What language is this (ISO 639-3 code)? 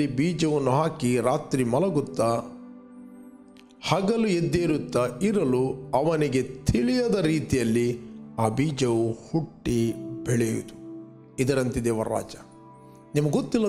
kan